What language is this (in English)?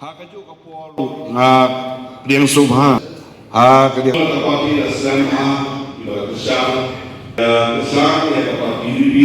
Khasi